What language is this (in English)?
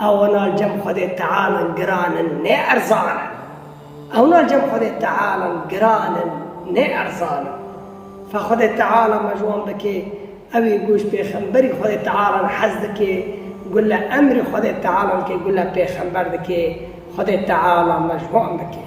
Kurdish